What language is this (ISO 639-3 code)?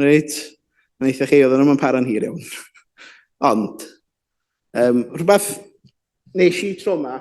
cym